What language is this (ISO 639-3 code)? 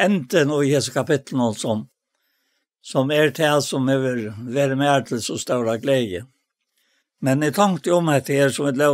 fao